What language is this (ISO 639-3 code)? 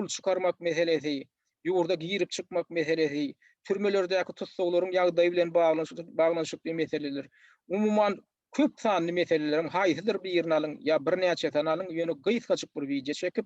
tuk